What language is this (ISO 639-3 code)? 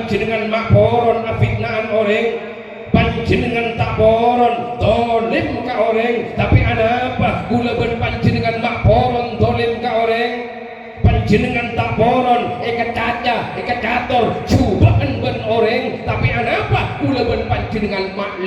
mad